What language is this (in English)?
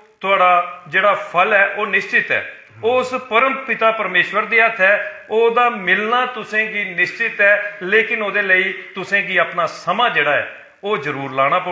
Dogri